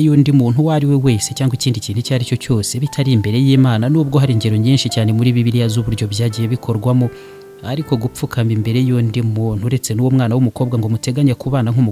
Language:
Kinyarwanda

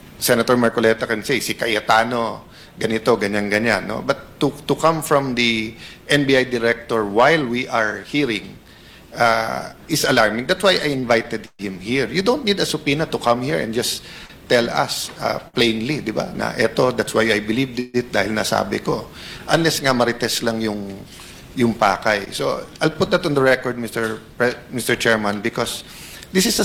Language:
Filipino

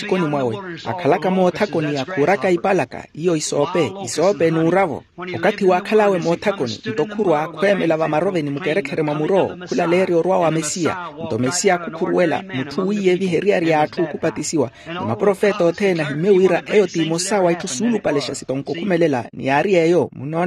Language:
Makhuwa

